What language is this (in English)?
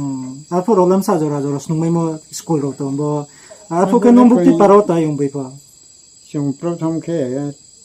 Riang (India)